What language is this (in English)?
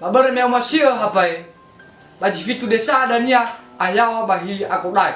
Nias